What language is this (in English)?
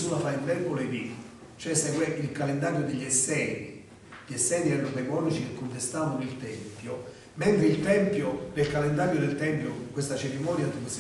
Italian